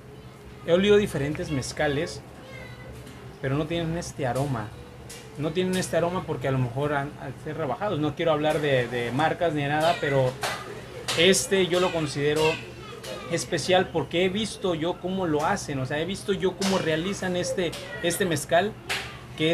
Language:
Spanish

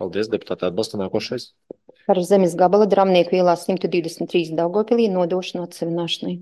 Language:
Latvian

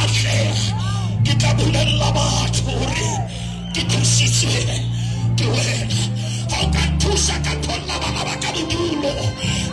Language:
Southern Sotho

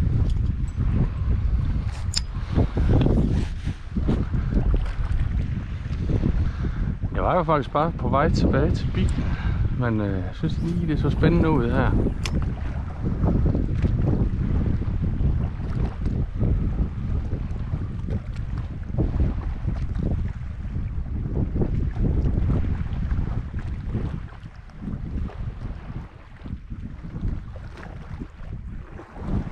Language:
Danish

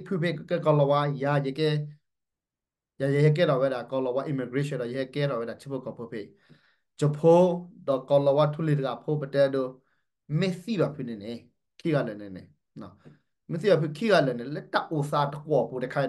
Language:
S'gaw Karen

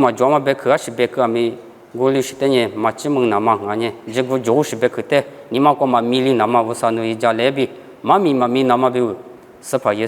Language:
Lisu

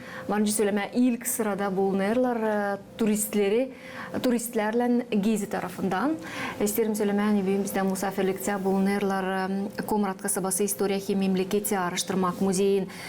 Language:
Gagauz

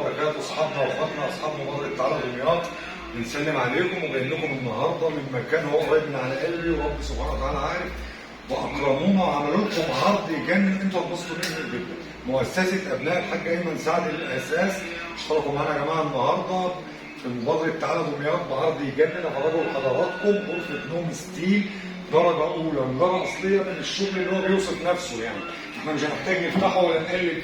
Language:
Egyptian Arabic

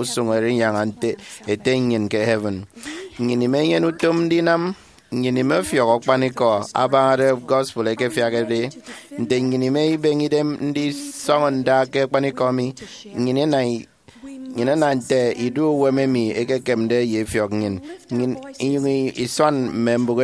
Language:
Efik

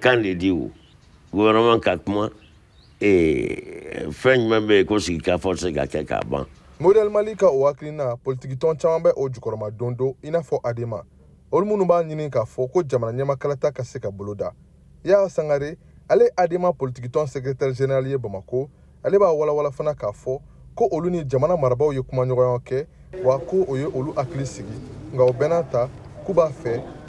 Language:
Bambara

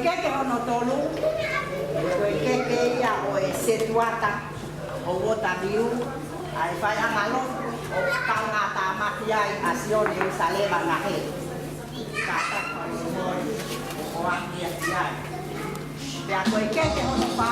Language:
Tongan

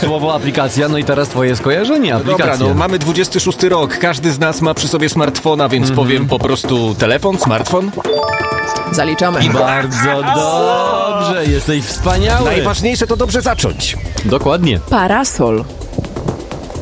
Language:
Polish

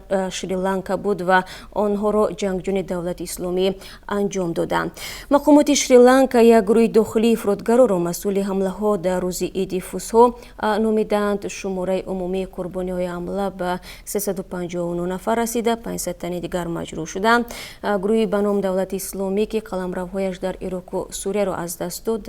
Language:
Tajik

